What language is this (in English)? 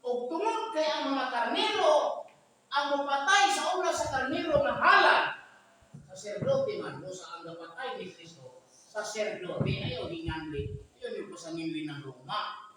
Cebuano